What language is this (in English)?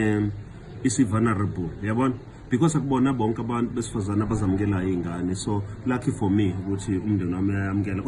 Zulu